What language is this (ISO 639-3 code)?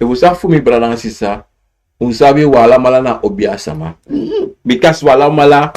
srn